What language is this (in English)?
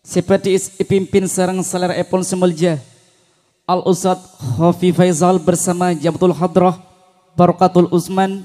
Madurese